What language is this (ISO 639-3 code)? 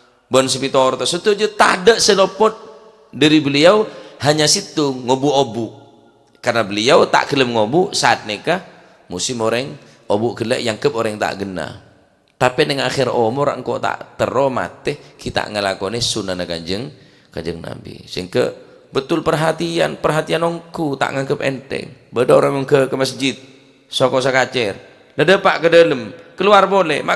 mad